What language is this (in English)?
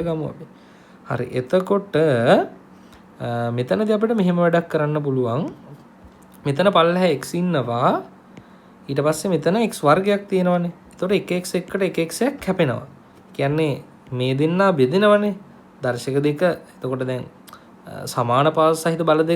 Sinhala